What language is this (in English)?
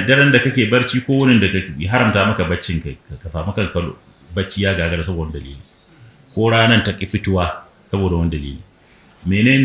Hausa